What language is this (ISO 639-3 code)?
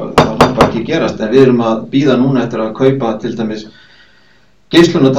isl